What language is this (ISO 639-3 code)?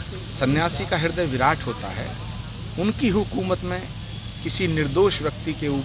hin